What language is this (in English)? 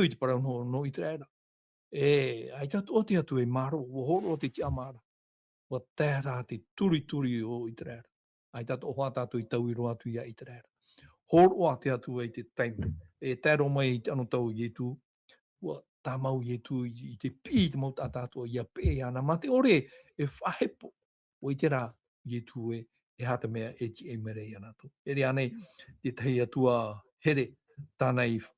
Tahitian